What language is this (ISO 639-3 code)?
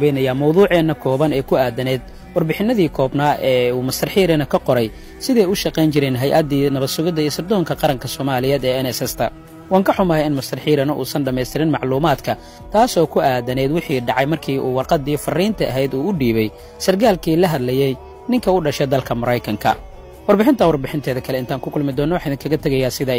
som